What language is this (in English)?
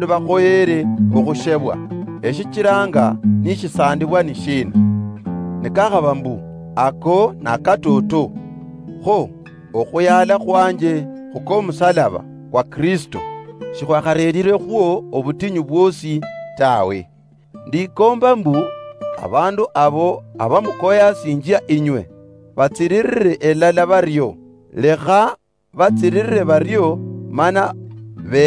Luyia